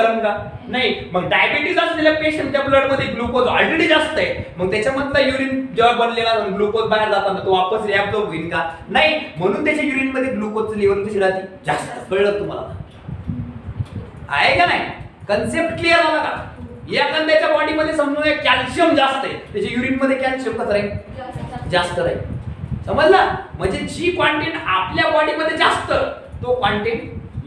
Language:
Marathi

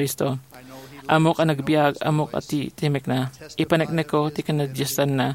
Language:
Iloko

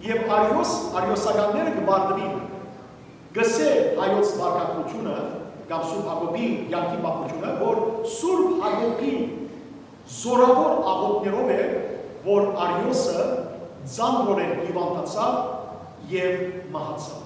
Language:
Western Armenian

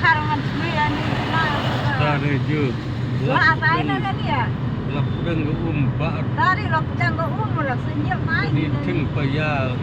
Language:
Khasi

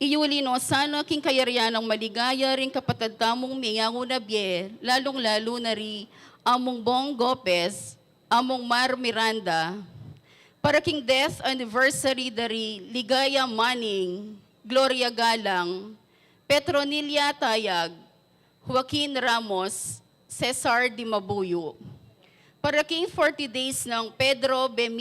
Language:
Pampanga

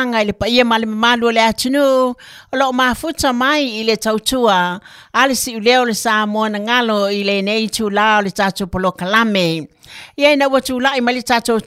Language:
Samoan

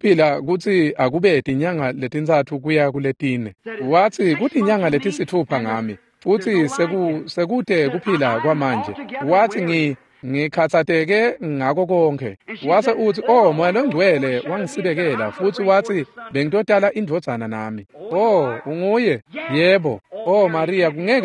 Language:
Swati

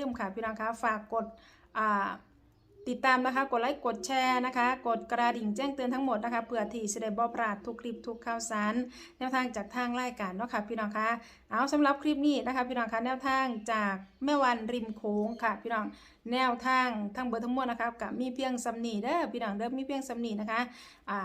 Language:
Lao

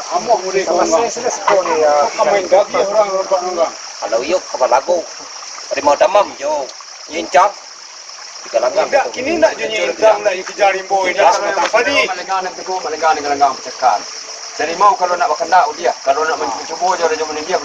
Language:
Minangkabau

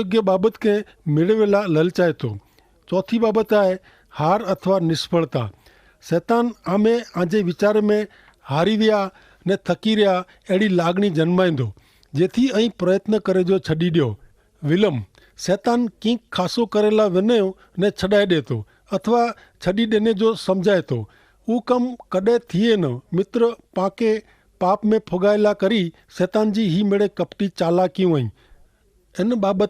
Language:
Kachhi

